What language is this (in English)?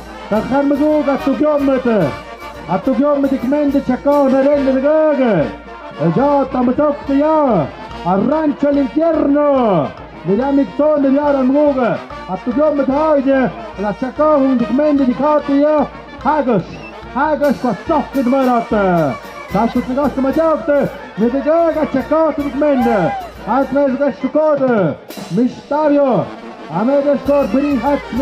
Tlahuitoltepec Mixe